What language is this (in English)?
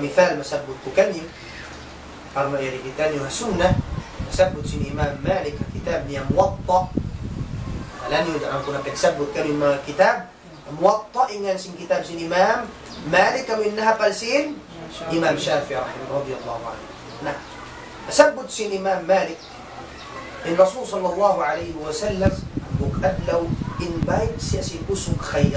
Tausug